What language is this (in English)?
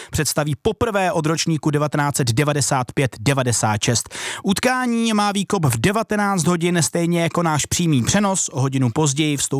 Czech